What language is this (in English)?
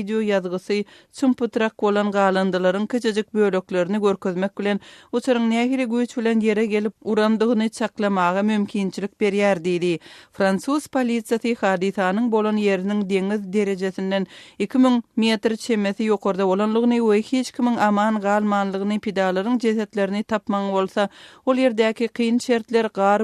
Turkmen